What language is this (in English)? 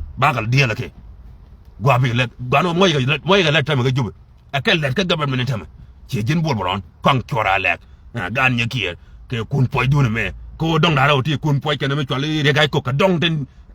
Nuer